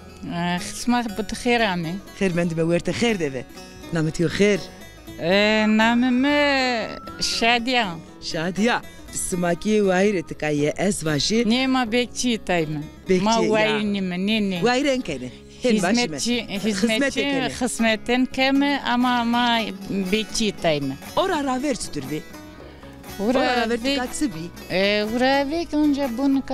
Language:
Zaza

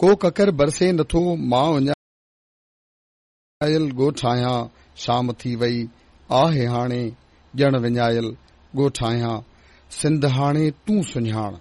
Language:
Sindhi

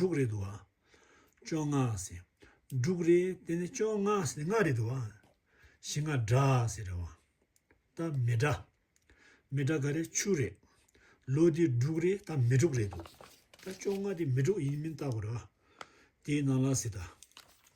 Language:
Tibetan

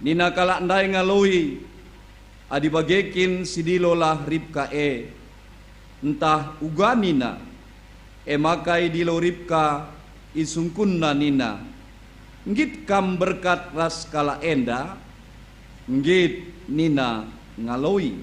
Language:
Batak Karo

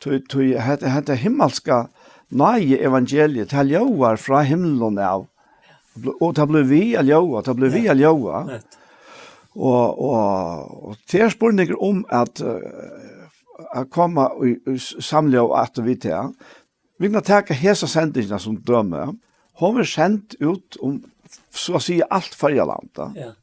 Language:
Faroese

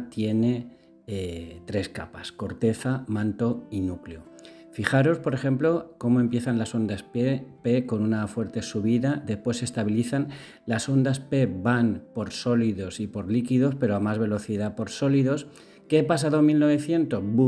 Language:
Spanish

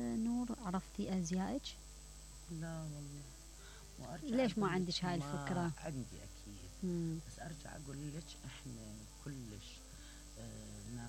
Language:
Mesopotamian Arabic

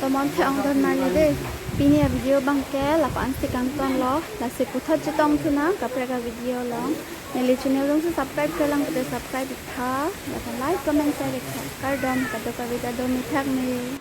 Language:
Karbi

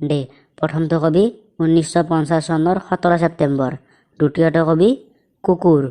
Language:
Assamese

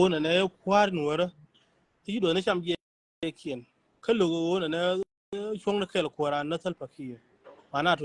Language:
Nuer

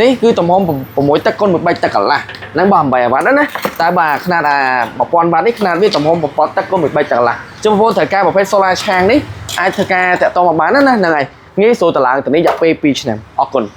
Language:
Khmer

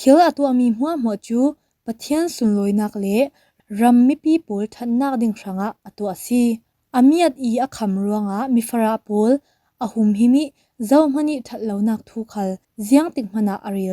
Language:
Falam Chin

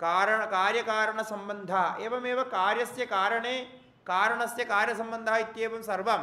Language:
Sanskrit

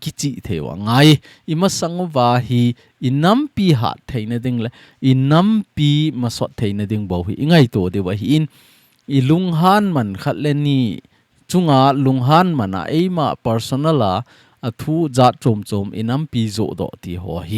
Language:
Thado Chin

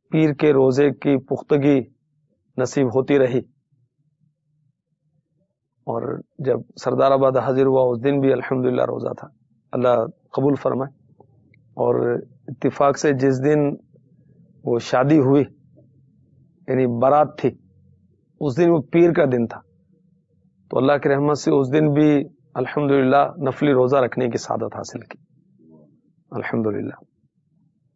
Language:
Urdu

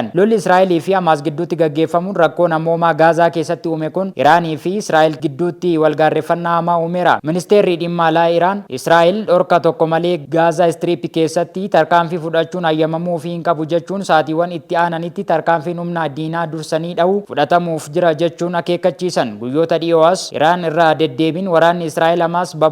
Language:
Oromo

